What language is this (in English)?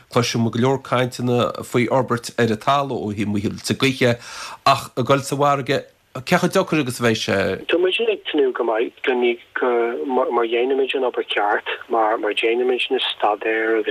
Irish